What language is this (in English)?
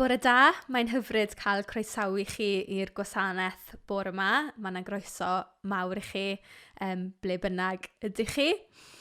Welsh